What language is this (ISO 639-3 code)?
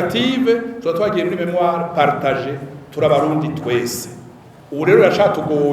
run